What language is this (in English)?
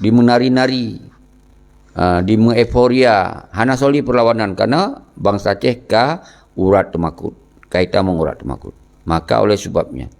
Achinese